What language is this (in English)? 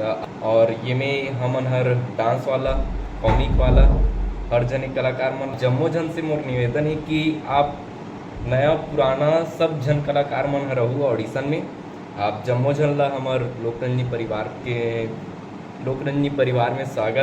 Chhattisgarhi